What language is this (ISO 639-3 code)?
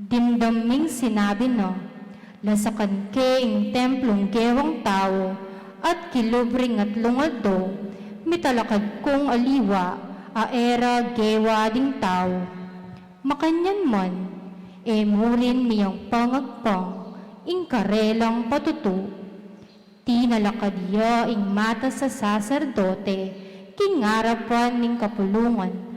pam